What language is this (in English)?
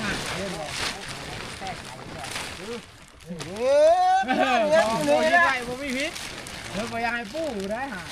Northeastern Thai